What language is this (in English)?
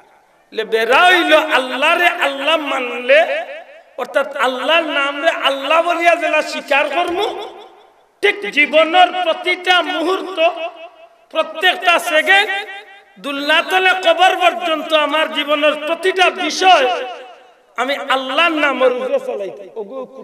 Sylheti